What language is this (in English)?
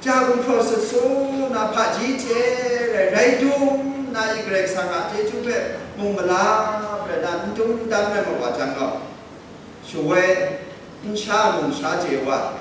Kachin